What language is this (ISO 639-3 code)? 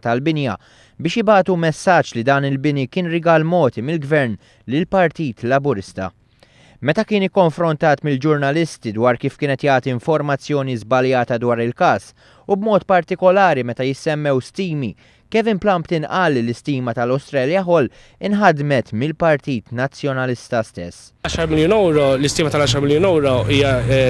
mlt